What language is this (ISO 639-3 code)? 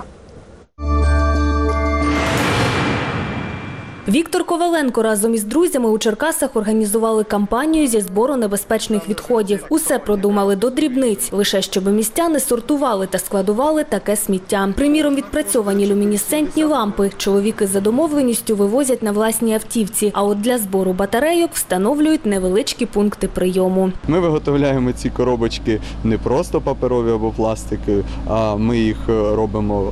ukr